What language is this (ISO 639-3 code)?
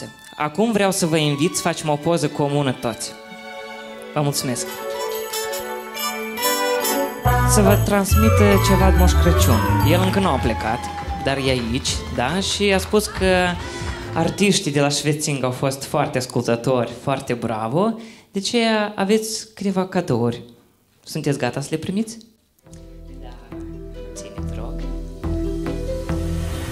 ron